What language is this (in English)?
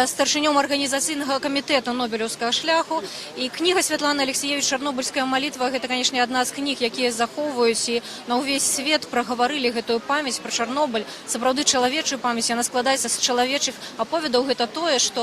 Belarusian